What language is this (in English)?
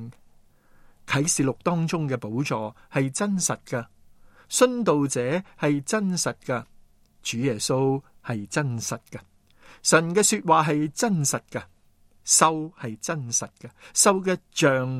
Cantonese